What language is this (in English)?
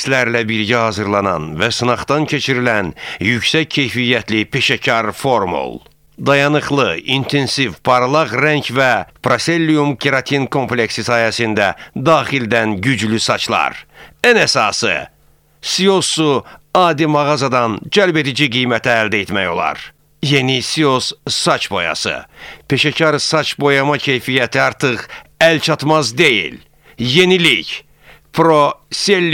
Azerbaijani